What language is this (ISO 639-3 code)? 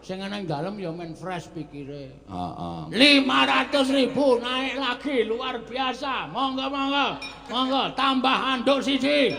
jav